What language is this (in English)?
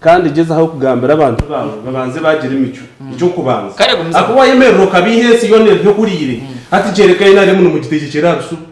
Nyankole